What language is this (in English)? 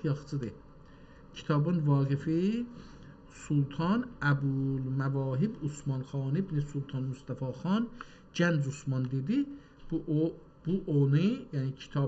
South Azerbaijani